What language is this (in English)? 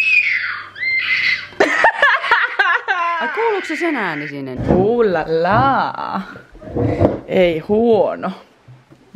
Finnish